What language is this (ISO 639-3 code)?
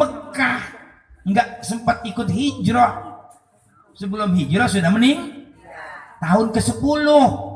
bew